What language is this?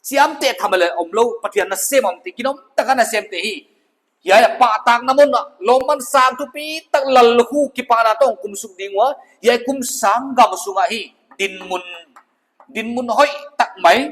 Paite Chin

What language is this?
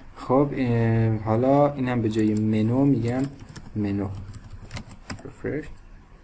Persian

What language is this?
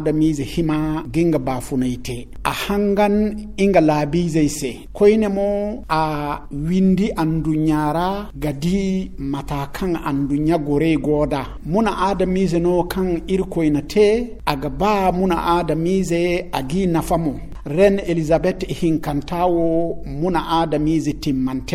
Zarma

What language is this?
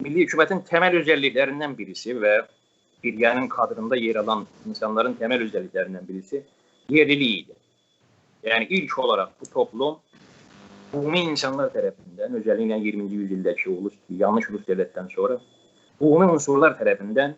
South Azerbaijani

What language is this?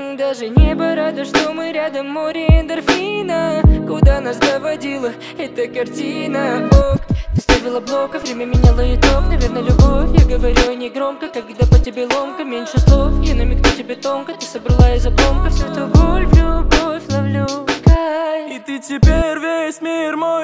Russian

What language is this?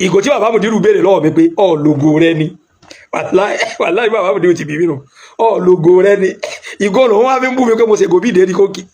Yoruba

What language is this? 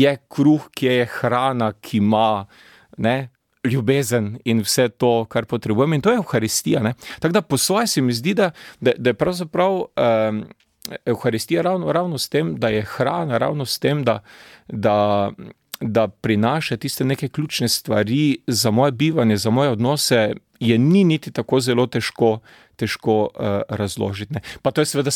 Slovenian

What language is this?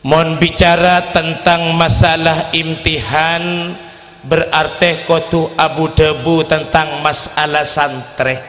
Madurese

